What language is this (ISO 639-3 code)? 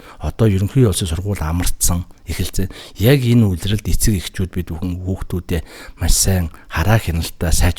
mon